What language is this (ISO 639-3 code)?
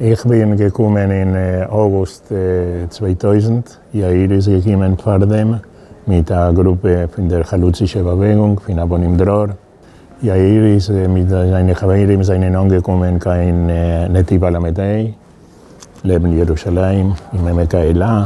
yid